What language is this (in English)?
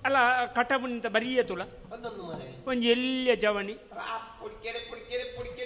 Tulu